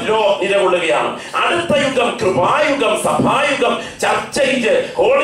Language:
Malayalam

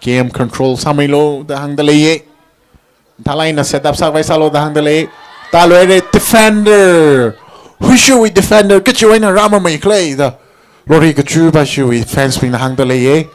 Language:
Tangkhul Naga (India)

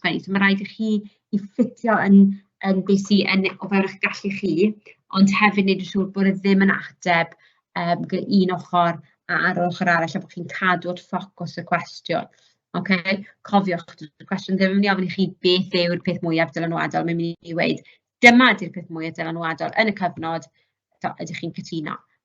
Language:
Welsh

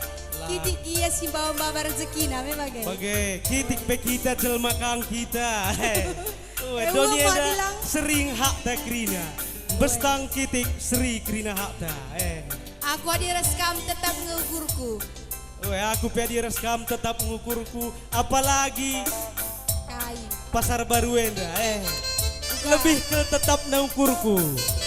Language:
Batak Karo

